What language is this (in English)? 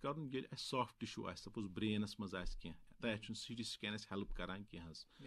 Kashmiri